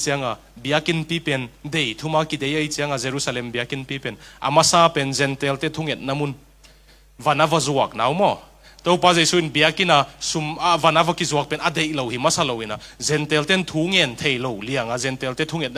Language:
Tedim Chin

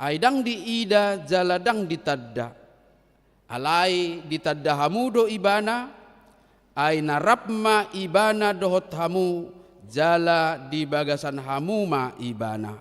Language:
Batak Toba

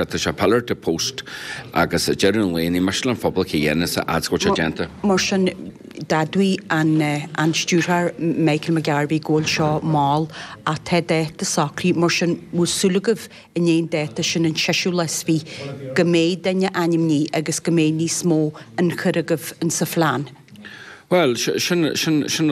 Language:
Irish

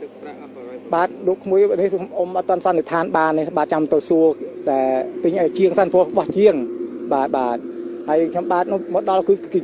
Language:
Khmer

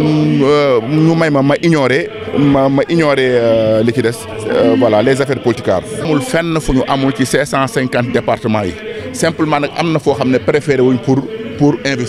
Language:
Wolof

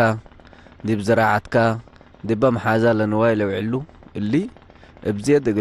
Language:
Tigre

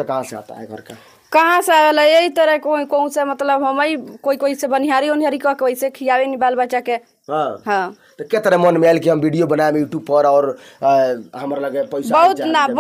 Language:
Bhojpuri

